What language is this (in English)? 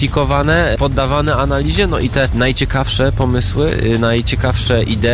Polish